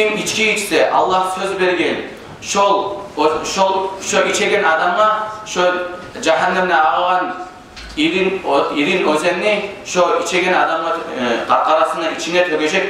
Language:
Kumyk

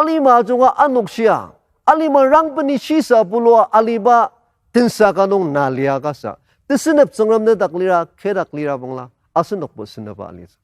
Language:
Ao Naga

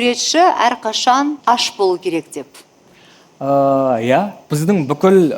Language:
Kazakh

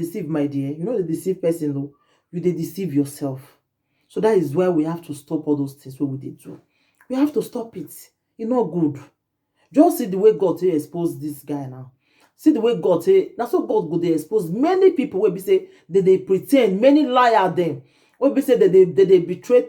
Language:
Nigerian Pidgin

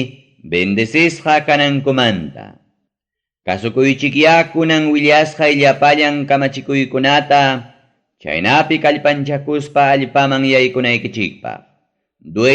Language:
Ayacucho Quechua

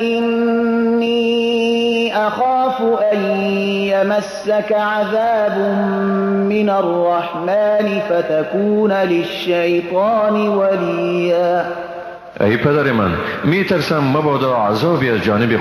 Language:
Persian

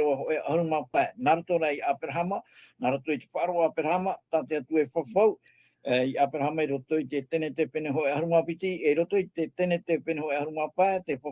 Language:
Tahitian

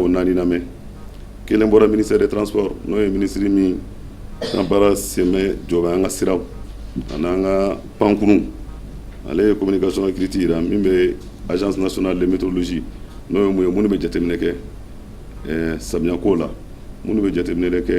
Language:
Bambara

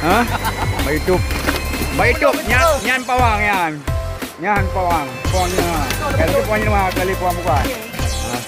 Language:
Achinese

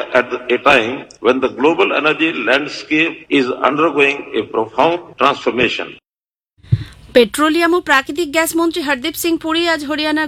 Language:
Bangla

